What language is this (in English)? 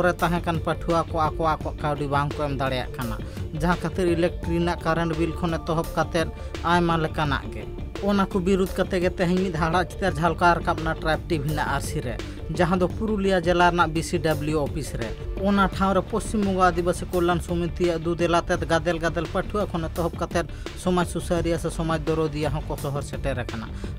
Santali